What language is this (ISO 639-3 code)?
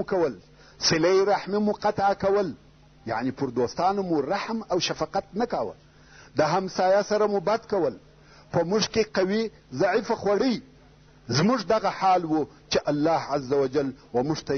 pus